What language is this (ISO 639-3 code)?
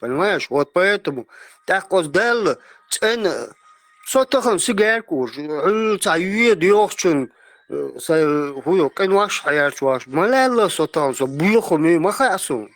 che